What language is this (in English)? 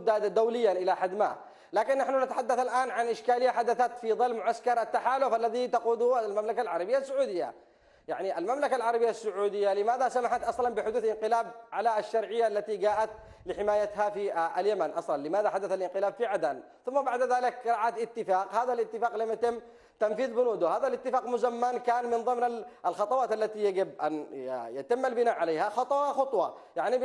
Arabic